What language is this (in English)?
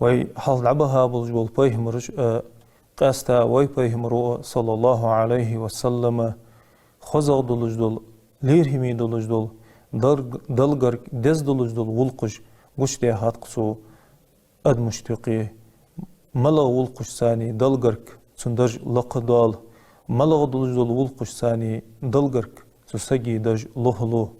Ingush